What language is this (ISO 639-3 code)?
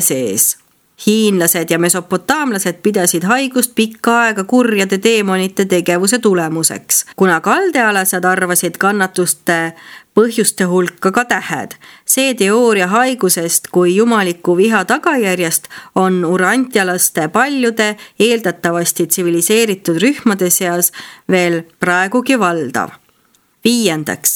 est